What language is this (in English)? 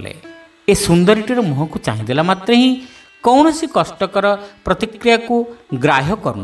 Odia